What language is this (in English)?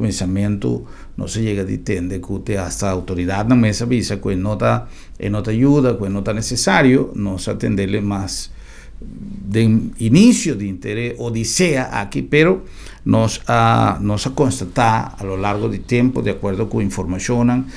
Papiamento